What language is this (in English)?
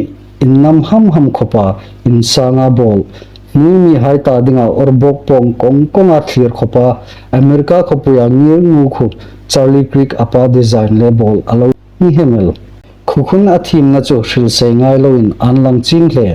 Hmar